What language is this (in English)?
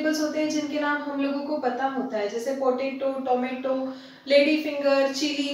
Hindi